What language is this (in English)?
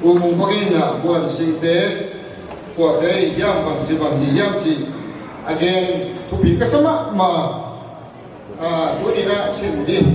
Tedim Chin